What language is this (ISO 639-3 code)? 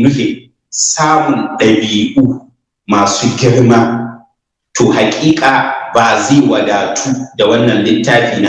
hau